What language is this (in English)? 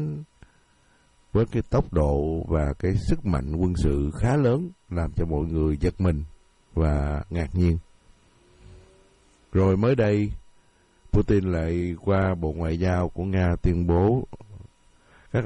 Vietnamese